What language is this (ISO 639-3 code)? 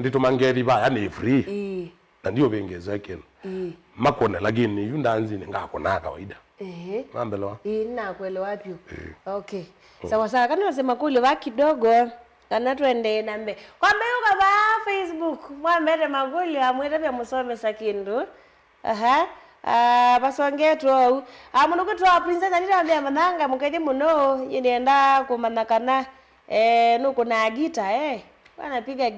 kam